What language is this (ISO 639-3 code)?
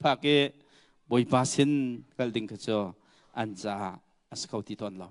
cnh